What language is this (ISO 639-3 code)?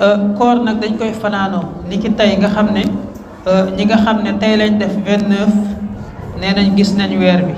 wol